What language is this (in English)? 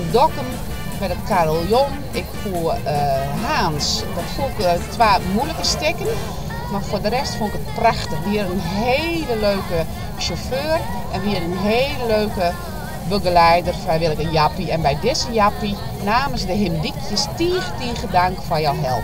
Western Frisian